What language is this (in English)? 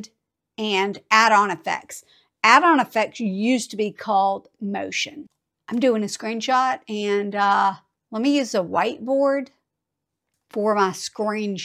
English